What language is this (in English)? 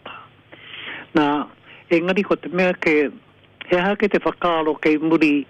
Māori